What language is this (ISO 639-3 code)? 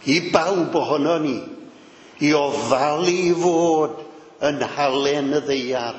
cym